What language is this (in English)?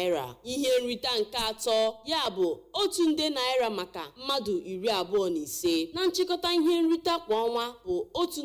Igbo